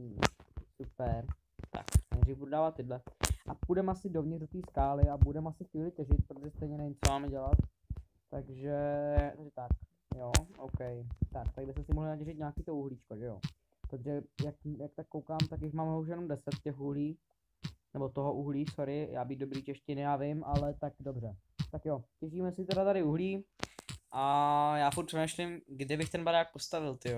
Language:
Czech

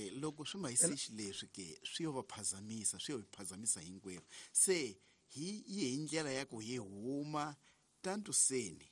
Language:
Tsonga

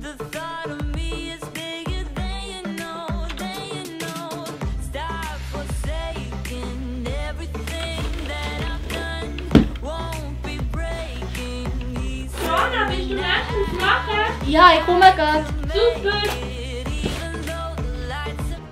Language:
Swiss German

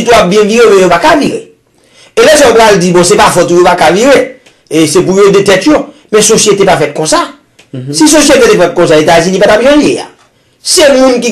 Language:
Haitian Creole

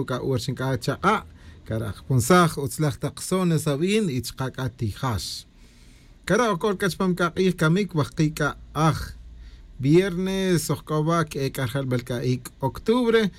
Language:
Tz'utujil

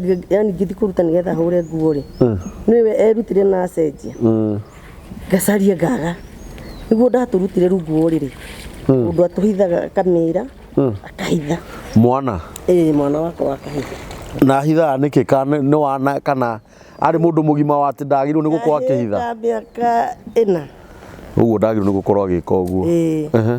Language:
Kikuyu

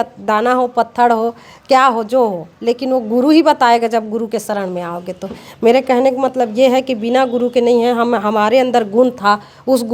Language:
Chhattisgarhi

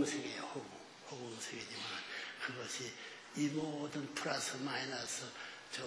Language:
Korean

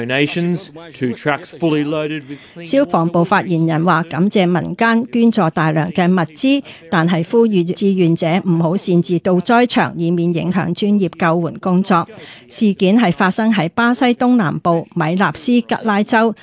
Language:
Cantonese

